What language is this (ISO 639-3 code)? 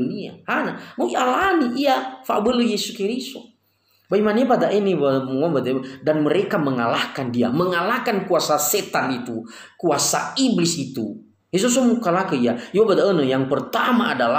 nia